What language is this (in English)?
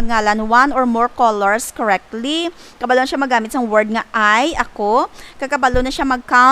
Hiligaynon